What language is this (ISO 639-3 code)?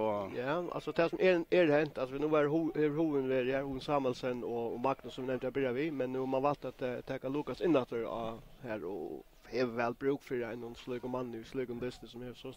fao